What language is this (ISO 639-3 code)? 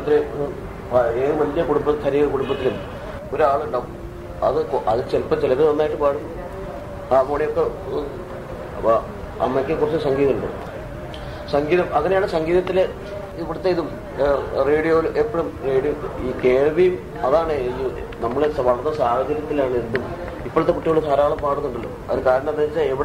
mal